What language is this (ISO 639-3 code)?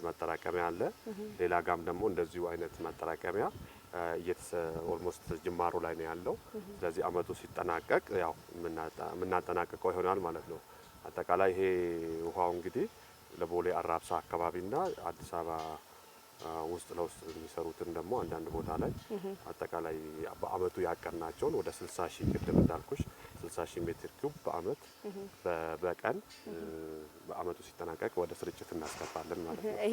amh